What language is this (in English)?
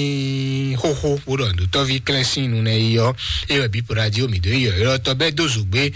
Fon